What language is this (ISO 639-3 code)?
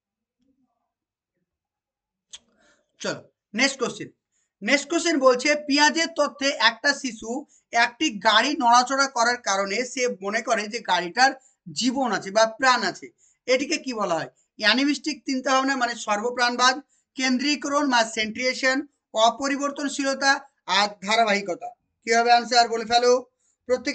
ben